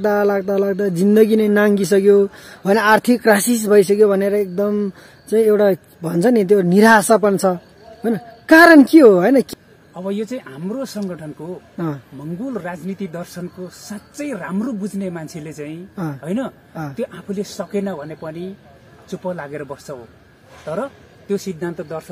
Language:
Nepali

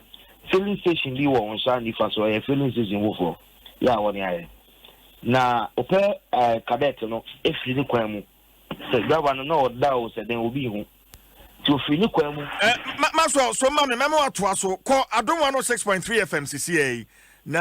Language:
Akan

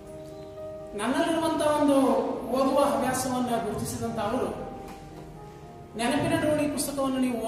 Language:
Kannada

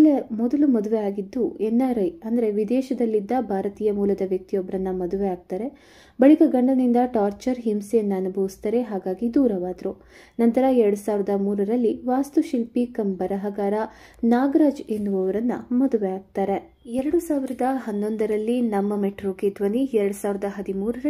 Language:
Kannada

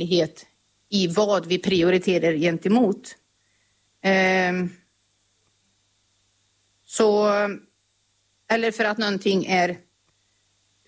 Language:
Swedish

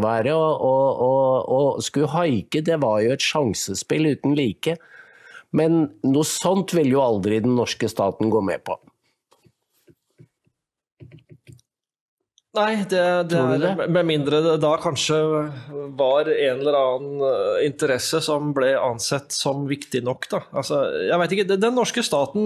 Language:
Norwegian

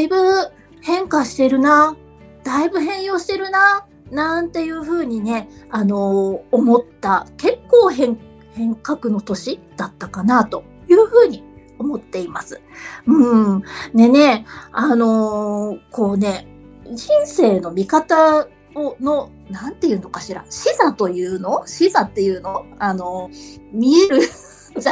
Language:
Japanese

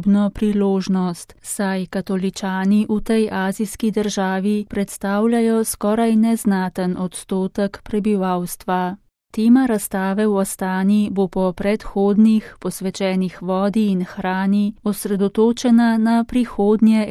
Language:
Slovenian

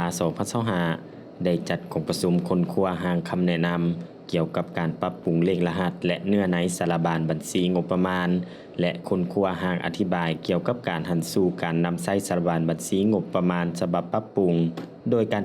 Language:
Lao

